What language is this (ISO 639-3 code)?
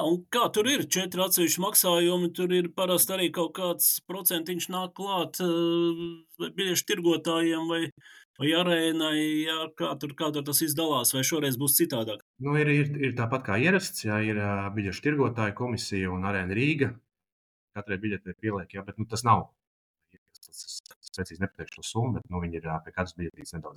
lav